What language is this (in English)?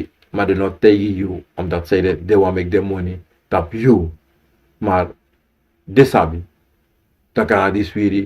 Sranan Tongo